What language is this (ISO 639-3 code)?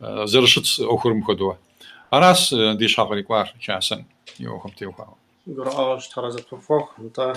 kbd